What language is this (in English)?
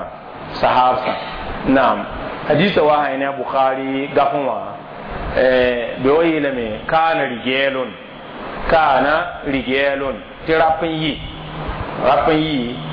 Mossi